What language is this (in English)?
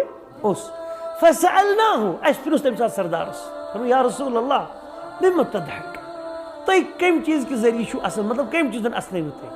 Kashmiri